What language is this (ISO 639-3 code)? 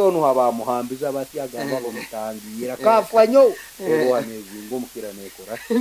nyn